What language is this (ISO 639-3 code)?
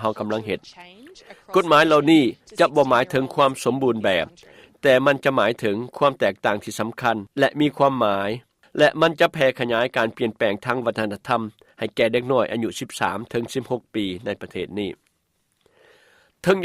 lao